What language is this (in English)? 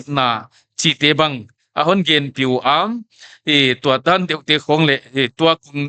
Paite Chin